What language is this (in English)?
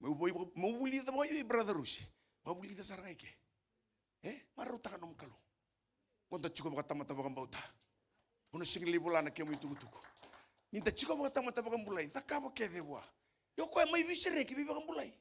Fijian